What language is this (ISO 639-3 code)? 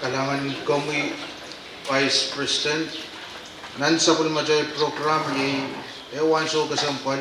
pon